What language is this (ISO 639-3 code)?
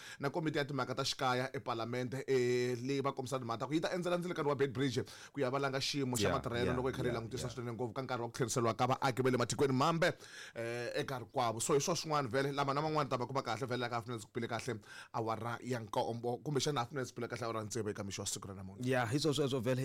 tso